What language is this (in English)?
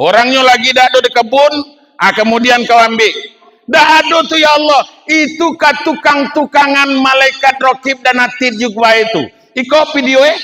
Minangkabau